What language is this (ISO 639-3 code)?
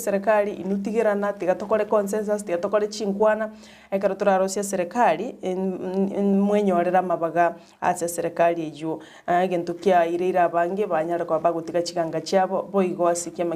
guz